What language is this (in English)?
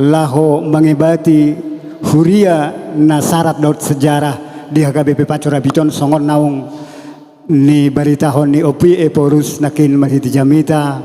Batak Toba